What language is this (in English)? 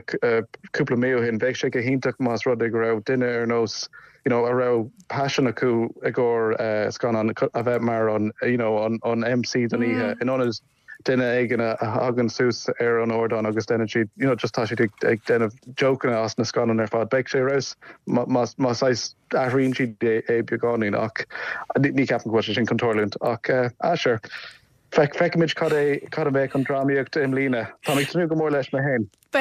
Irish